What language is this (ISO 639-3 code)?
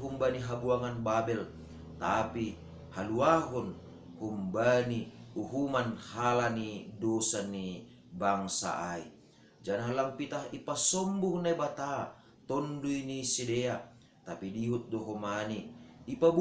bts